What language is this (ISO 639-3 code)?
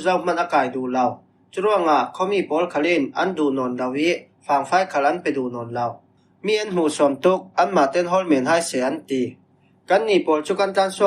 cfm